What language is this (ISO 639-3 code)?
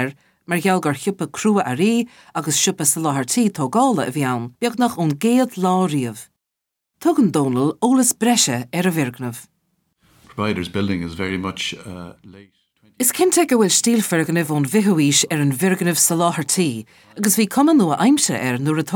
gle